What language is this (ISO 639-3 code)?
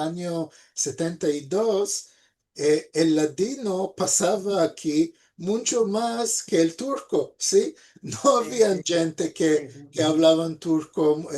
lad